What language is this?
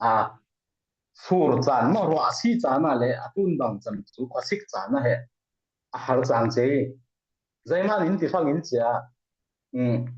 Falam Chin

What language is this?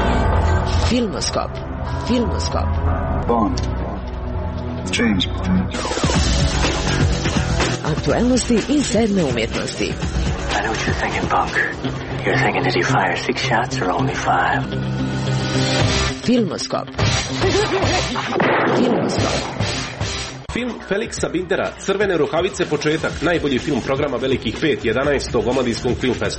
Croatian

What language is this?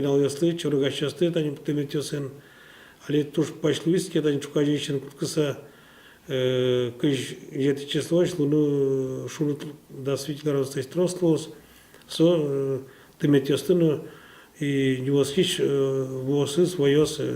Udmurt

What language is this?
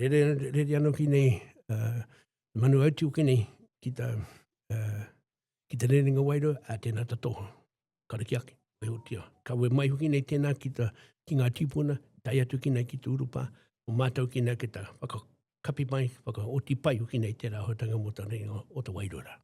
Māori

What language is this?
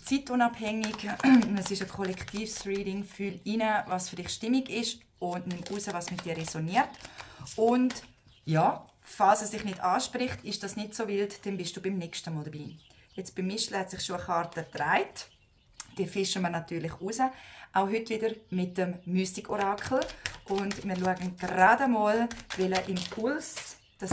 Swiss German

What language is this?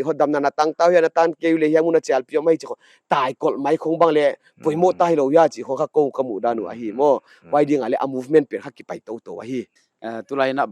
Paite Chin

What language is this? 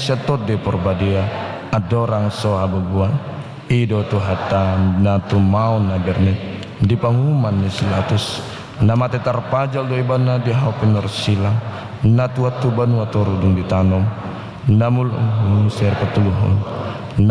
Batak Toba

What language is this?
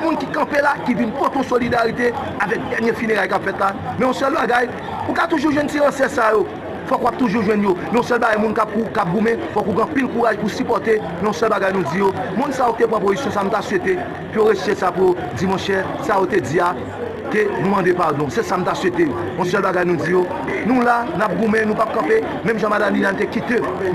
Haitian Creole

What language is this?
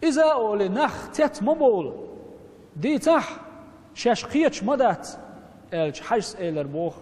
Chechen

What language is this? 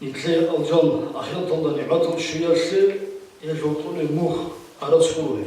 Avaric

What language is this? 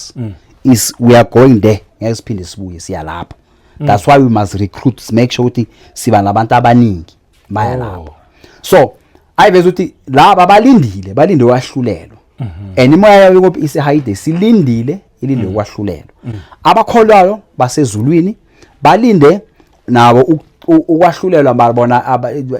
Zulu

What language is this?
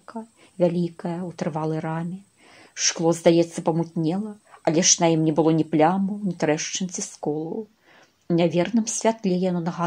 Belarusian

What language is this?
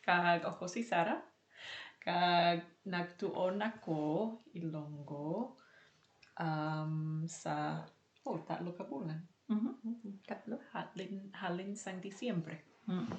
Hiligaynon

